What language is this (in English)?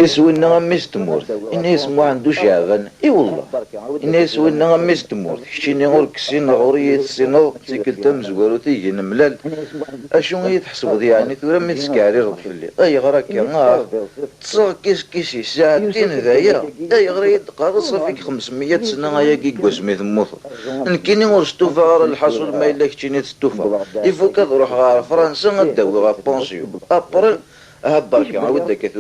Kabyle